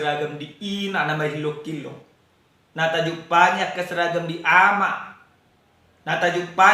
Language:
Batak Toba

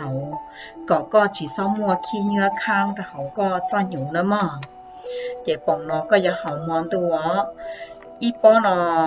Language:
Hmong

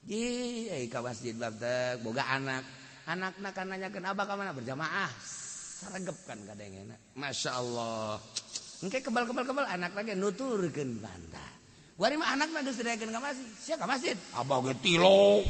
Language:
Sundanese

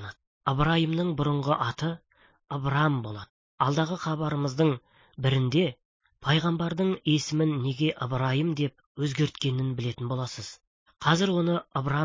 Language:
Kazakh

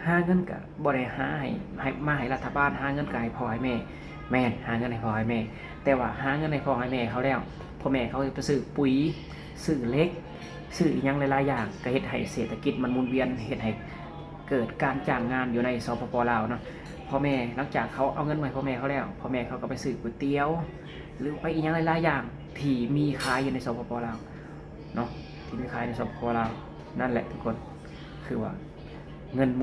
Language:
Lao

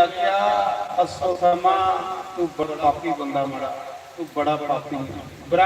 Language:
Dogri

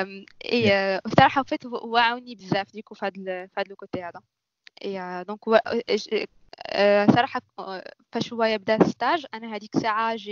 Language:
Moroccan Arabic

